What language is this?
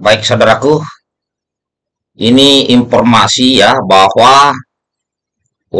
Indonesian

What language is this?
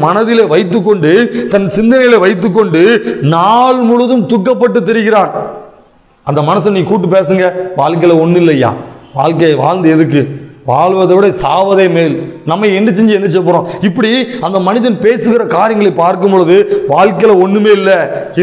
Tamil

